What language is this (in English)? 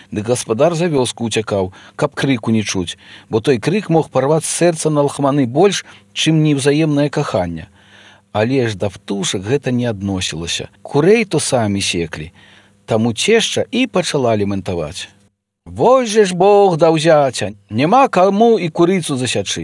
Belarusian